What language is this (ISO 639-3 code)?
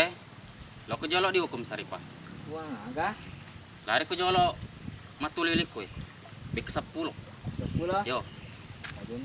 bug